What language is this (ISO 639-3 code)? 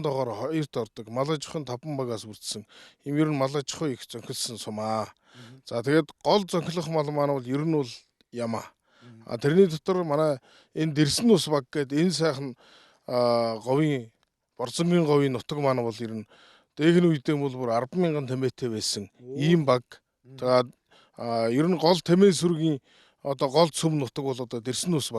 mon